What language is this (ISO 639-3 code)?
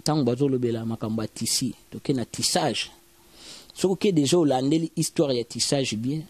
lin